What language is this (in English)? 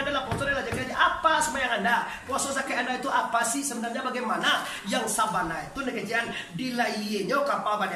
Minangkabau